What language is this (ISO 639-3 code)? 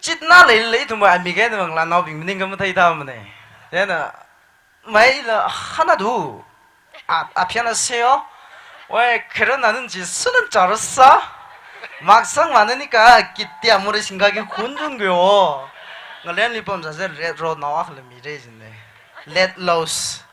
nmf